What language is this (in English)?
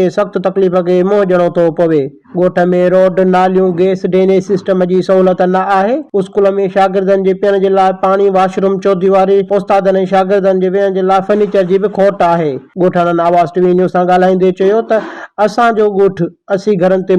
Sindhi